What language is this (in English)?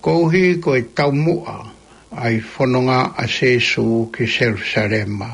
Tongan